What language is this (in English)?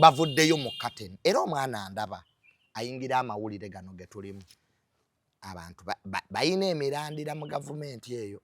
Ganda